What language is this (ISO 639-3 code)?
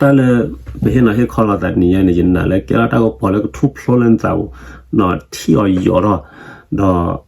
ksw